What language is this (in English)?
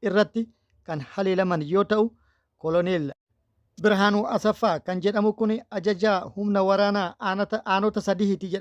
Oromo